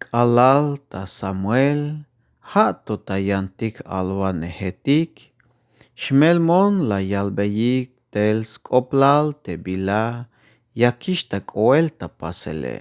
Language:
Tzeltal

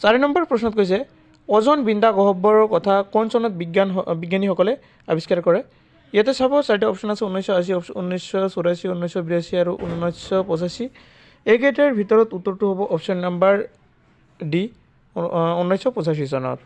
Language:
Assamese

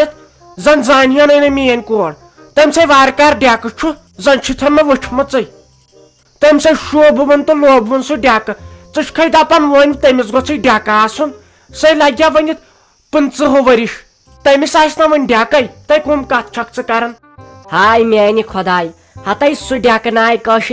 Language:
Kashmiri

